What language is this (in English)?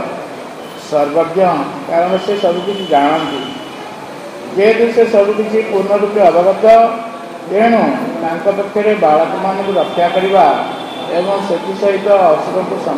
Odia